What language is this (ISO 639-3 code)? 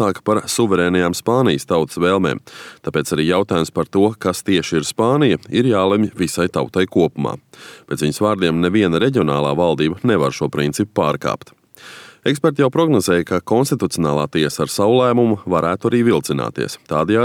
lav